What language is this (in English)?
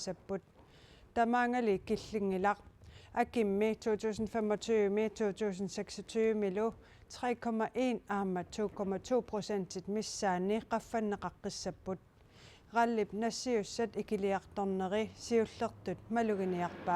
Kalaallisut